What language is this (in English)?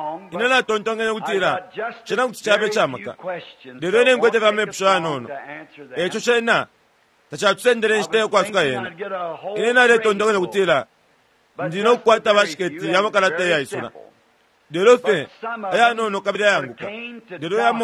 Bemba